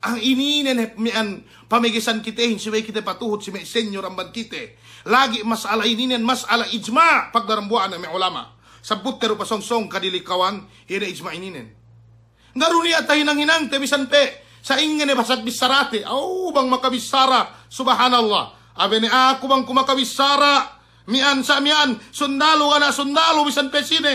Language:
Yakan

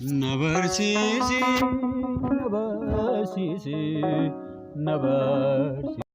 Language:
Oromo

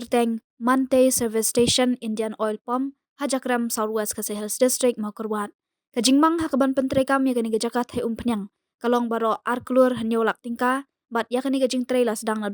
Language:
Khasi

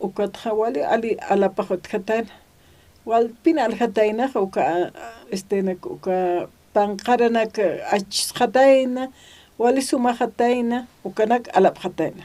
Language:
Aymara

